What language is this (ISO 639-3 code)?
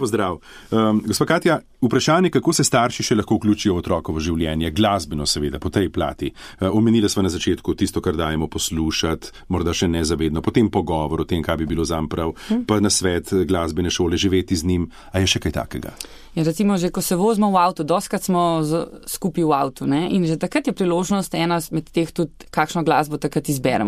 slv